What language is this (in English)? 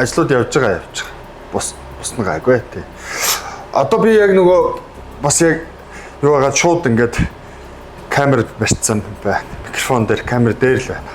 Mongolian